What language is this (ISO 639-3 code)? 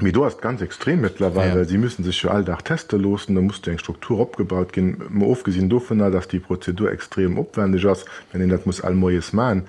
ltz